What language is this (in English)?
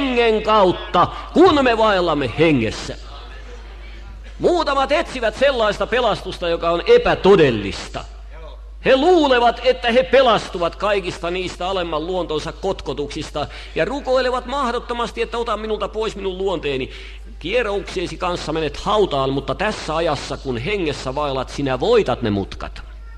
Finnish